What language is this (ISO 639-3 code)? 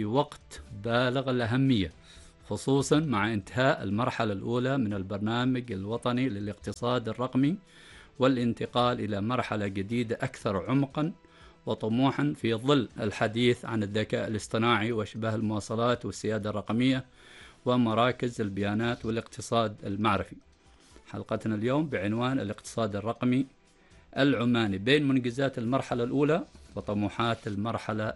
ara